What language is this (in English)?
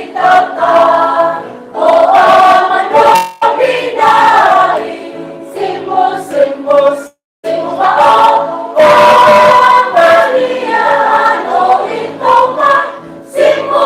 Tetum